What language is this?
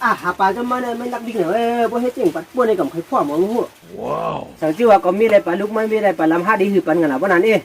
Shan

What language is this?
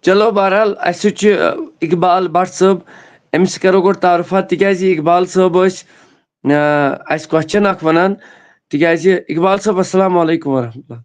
Kashmiri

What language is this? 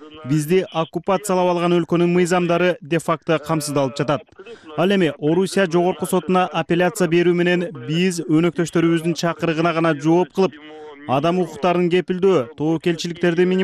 Kyrgyz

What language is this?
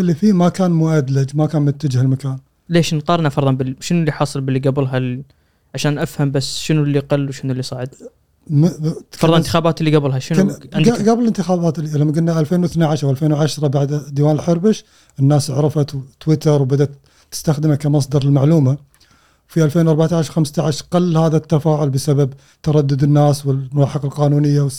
Gulf Arabic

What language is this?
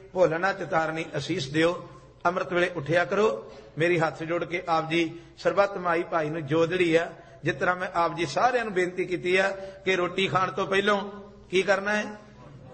Punjabi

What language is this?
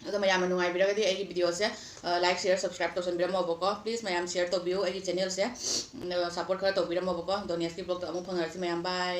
Manipuri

